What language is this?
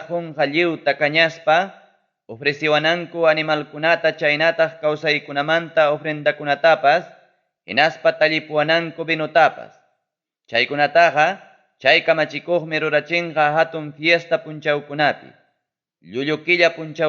Ayacucho Quechua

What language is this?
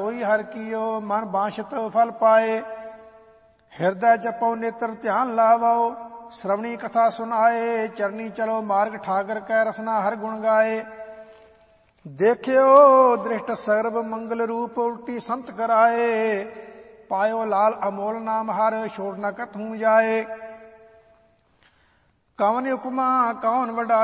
Punjabi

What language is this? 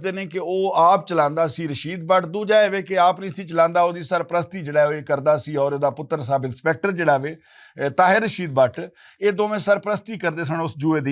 Western Panjabi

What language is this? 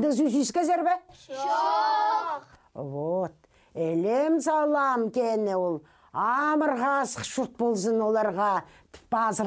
Khakas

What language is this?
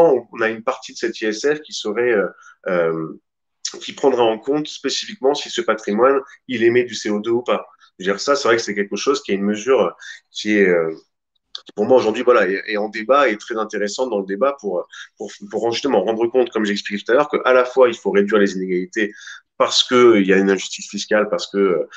French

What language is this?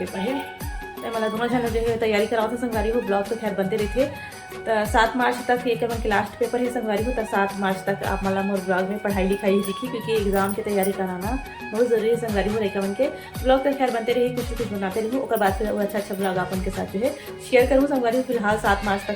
Chhattisgarhi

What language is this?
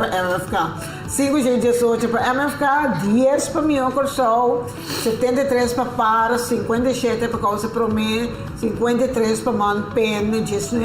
Papiamento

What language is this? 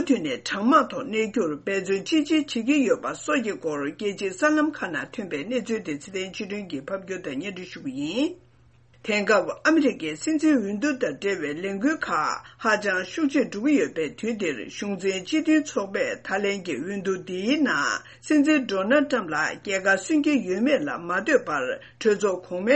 Tibetan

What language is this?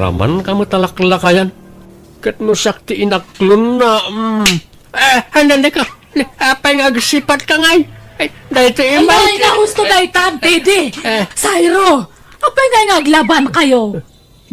Iloko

